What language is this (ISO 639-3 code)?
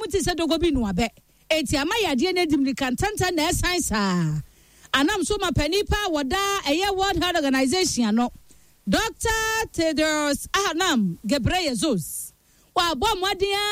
aka